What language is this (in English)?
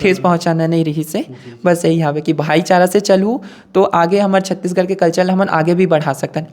Chhattisgarhi